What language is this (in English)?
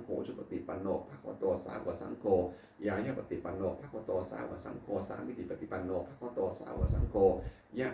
Pali